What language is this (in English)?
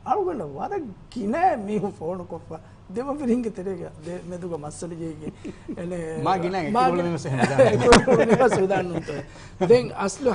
Divehi